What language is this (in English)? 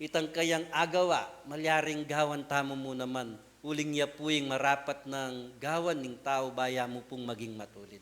Pampanga